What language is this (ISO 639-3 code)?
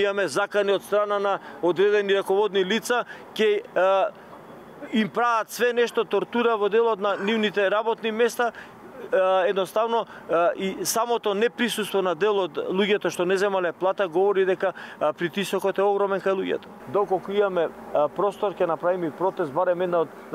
mkd